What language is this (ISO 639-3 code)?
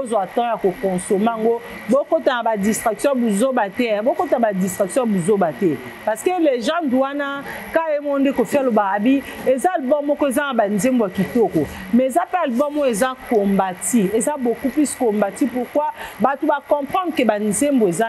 lin